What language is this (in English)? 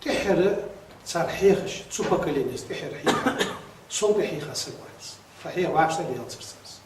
Ingush